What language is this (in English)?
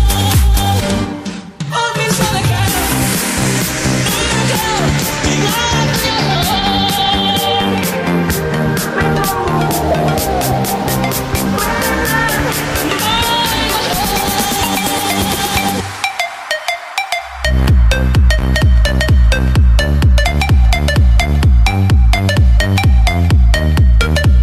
Hungarian